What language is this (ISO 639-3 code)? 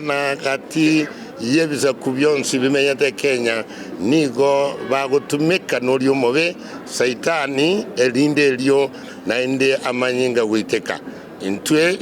guz